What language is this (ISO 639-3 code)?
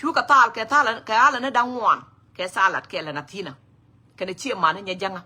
nus